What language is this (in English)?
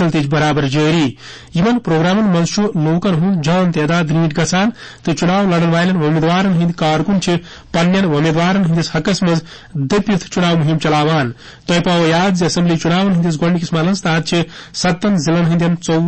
Kashmiri